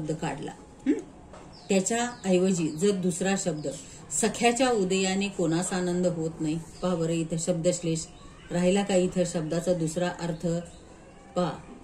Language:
Marathi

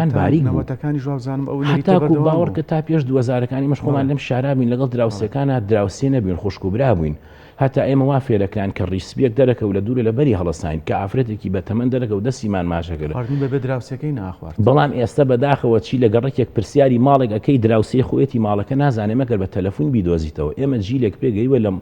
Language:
Central Kurdish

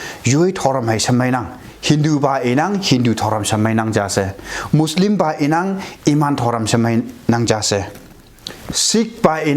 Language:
Konyak Naga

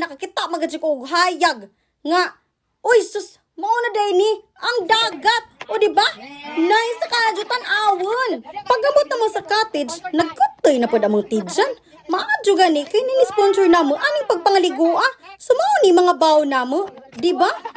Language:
Cebuano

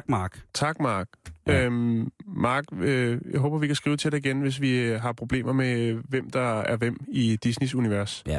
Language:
Danish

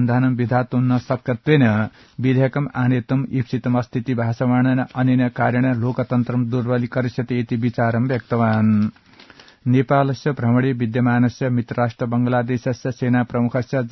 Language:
Sanskrit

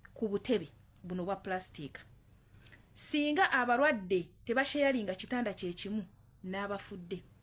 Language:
Ganda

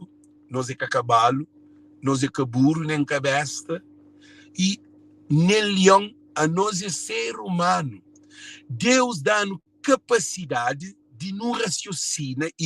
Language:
Kabuverdianu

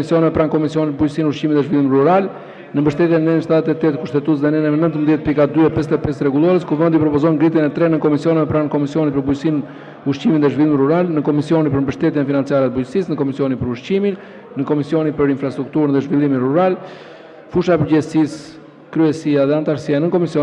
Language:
Albanian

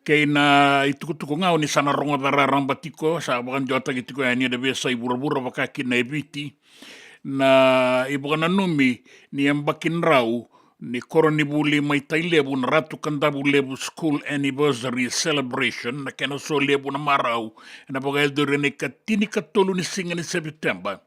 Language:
Fijian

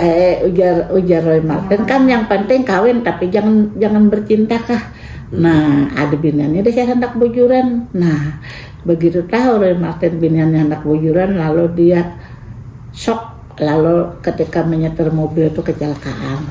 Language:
Banjar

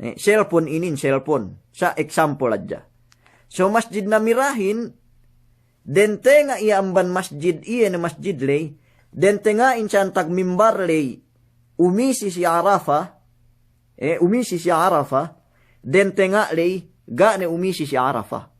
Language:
Yakan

